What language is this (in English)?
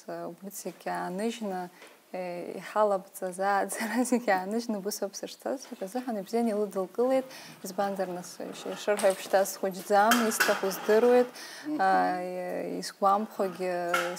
Abkhazian